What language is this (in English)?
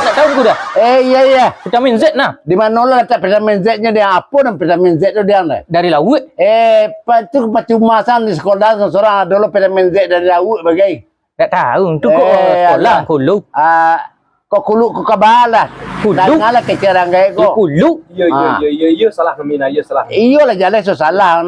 Minangkabau